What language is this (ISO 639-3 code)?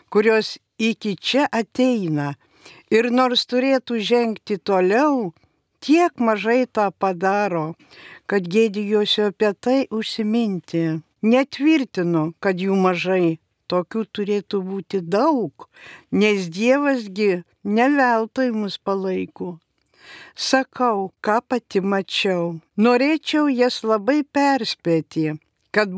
lit